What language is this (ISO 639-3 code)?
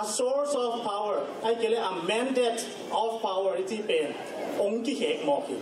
ctd